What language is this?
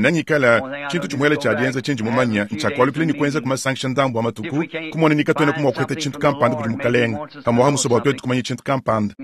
Luba-Lulua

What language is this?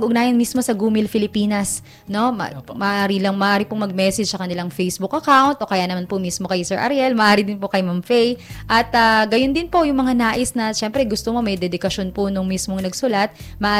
Filipino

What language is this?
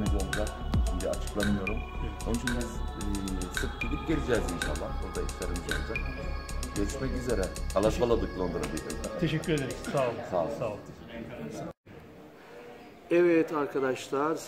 Turkish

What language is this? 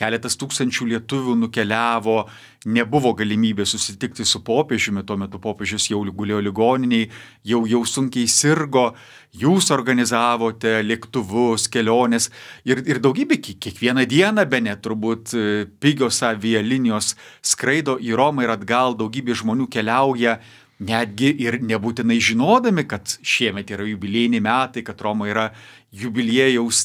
Lithuanian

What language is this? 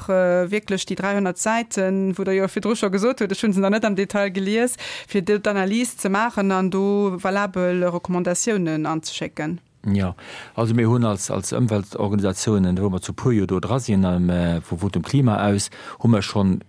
Luxembourgish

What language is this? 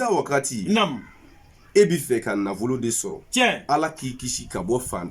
Bambara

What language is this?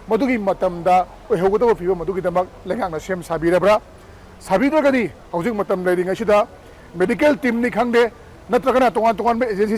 Manipuri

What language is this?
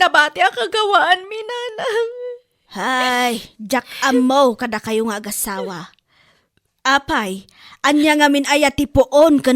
Iloko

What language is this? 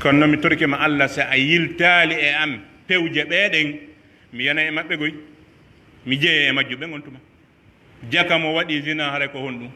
Pular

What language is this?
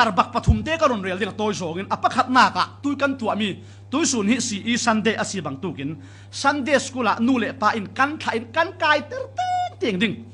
Falam Chin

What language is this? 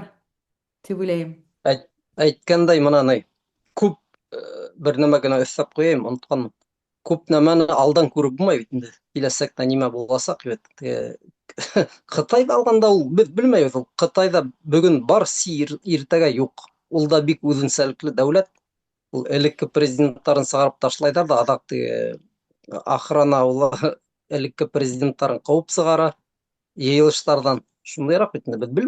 Bashkir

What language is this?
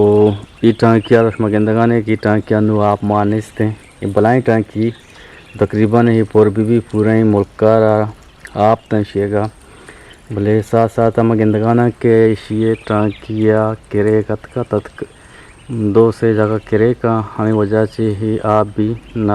Eastern Balochi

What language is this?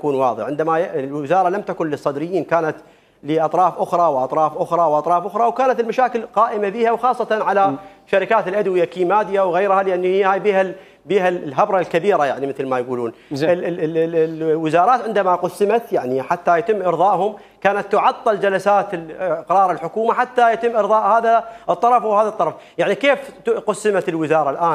Mesopotamian Arabic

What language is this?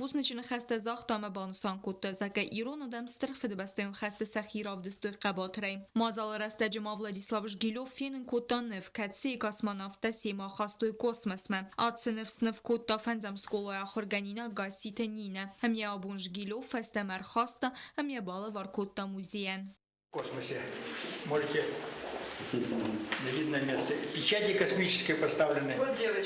Ossetic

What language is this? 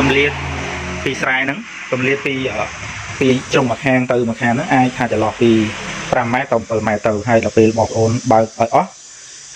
Khmer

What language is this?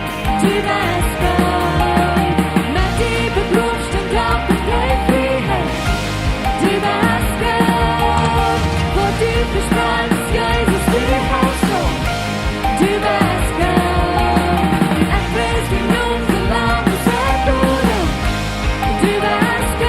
Plautdietsch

